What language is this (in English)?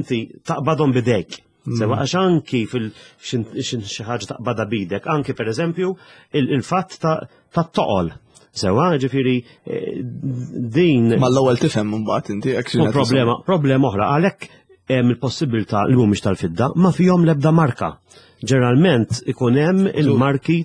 Maltese